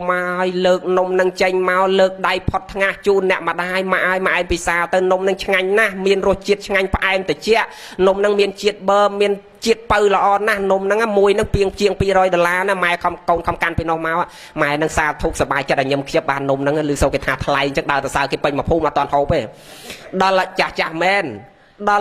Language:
Khmer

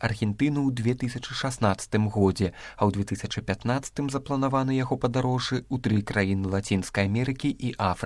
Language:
Belarusian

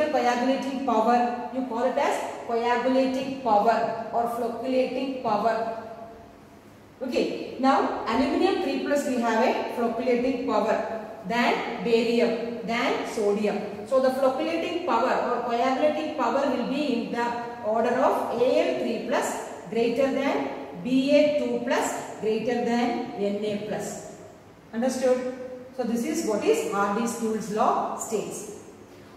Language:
English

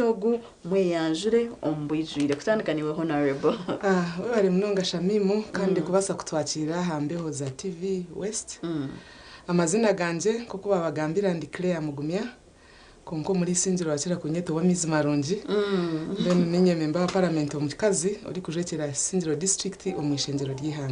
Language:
Nyankole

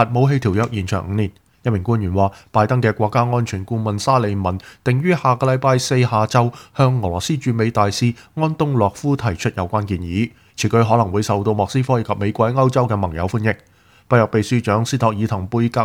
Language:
Cantonese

